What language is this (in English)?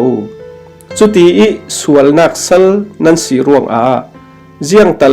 Falam Chin